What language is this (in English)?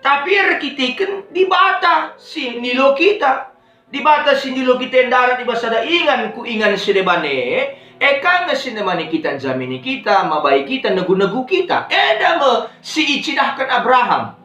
Batak Karo